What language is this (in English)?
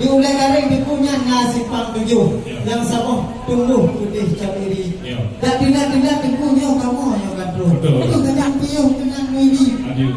Achinese